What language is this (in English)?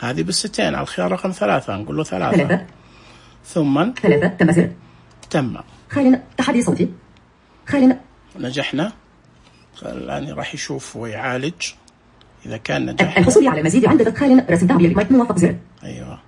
Najdi Arabic